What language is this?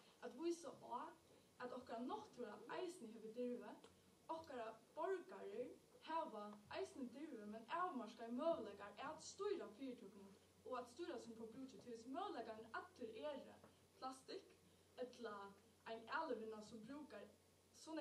Faroese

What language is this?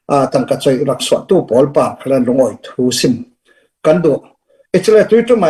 Falam Chin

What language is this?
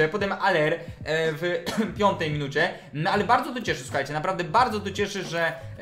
Polish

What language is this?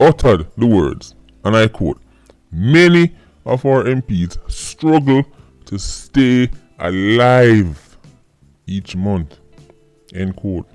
Jamaican Creole English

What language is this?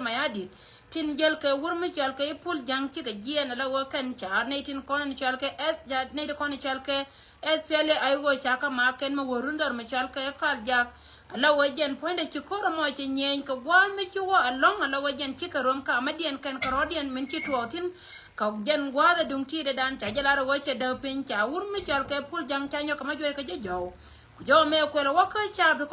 Nuer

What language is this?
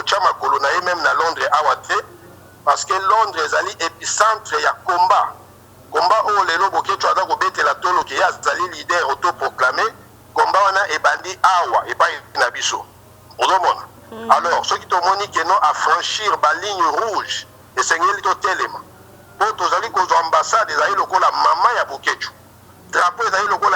Lingala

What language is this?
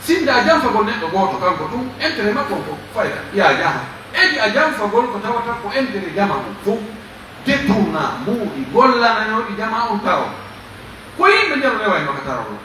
Pular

